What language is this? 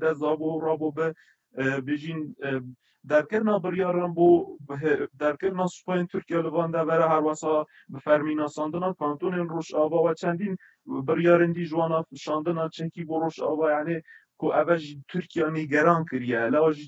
Kurdish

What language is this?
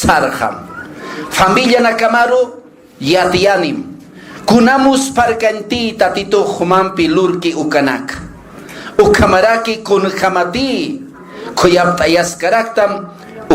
Aymara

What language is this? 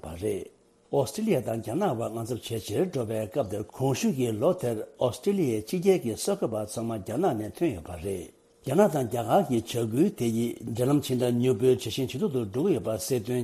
Tibetan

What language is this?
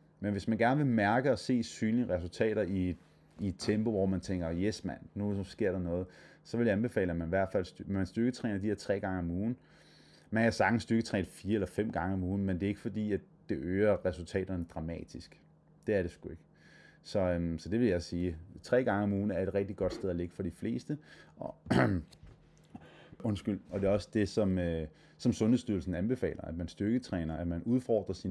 Danish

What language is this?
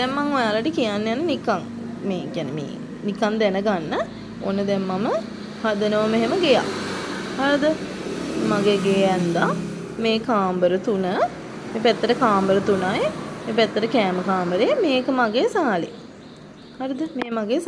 Sinhala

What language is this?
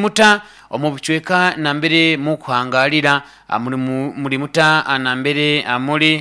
Nyoro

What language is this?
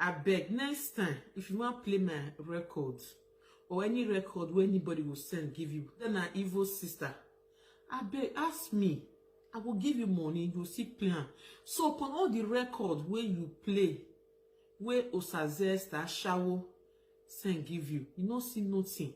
Nigerian Pidgin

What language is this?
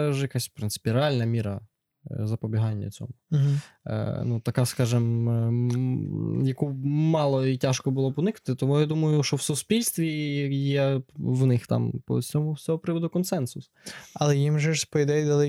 Ukrainian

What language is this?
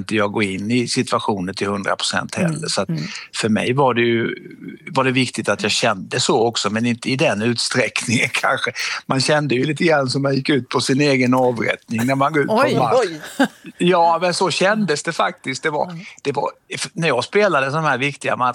Swedish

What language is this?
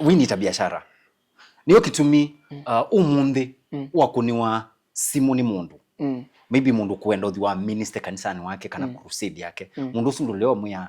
Kamba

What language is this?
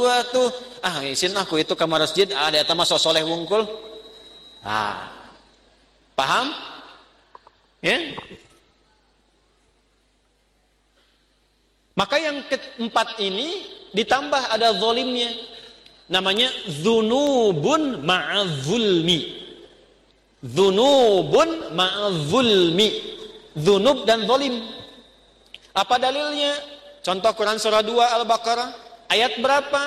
Indonesian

